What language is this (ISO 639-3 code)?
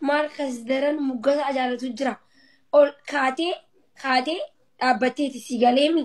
orm